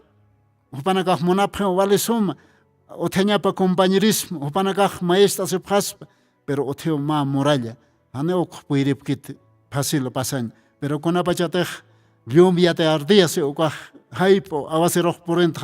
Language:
Aymara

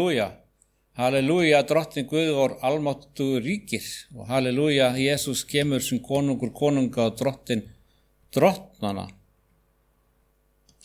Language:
Icelandic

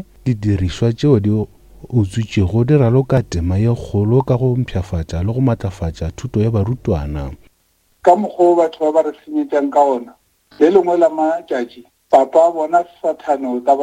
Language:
Northern Sotho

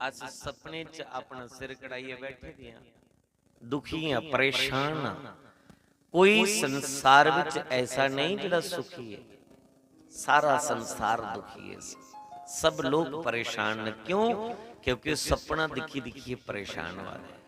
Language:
Dogri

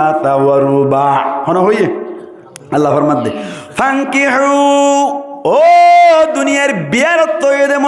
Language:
Rohingya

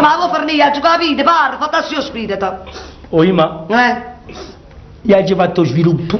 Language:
Neapolitan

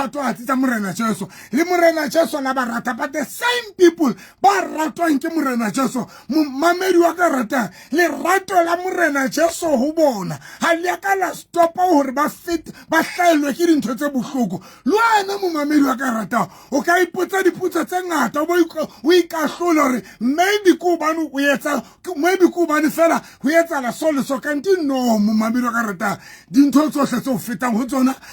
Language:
Southern Sotho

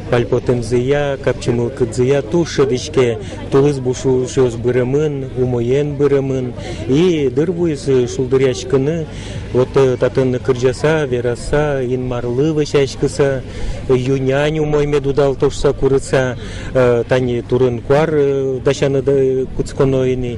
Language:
Udmurt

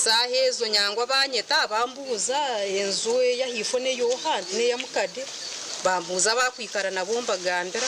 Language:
Nyankole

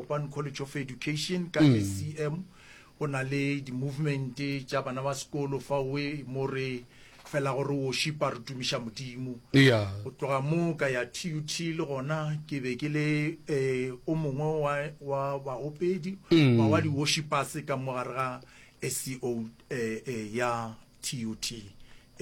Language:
Northern Sotho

